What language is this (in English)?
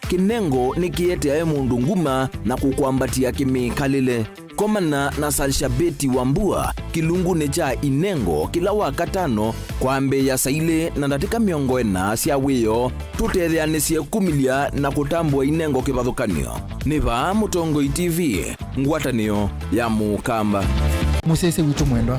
Kamba